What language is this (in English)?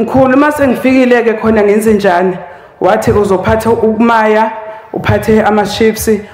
Zulu